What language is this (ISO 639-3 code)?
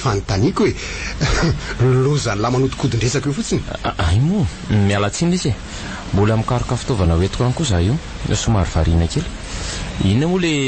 mlg